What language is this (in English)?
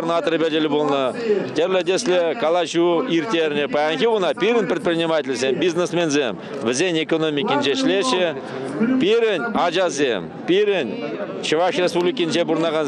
Chuvash